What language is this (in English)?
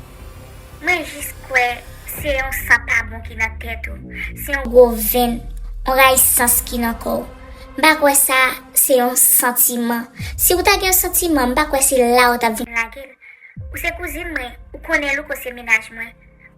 Haitian Creole